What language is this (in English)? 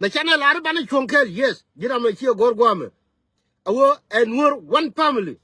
Nuer